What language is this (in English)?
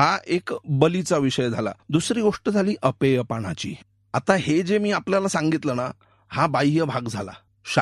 Marathi